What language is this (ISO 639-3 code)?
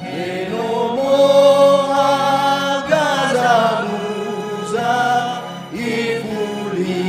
nia